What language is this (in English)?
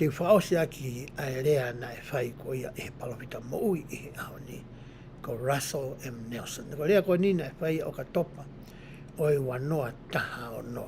Tongan